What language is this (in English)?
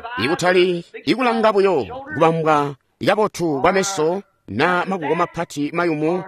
Tonga (Zambia)